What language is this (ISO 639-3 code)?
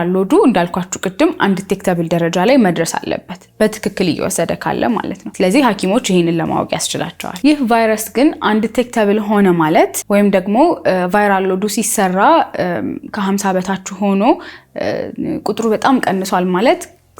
amh